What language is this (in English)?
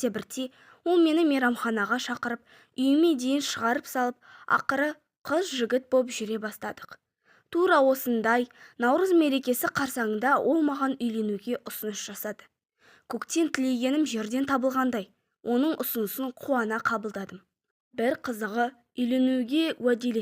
Kazakh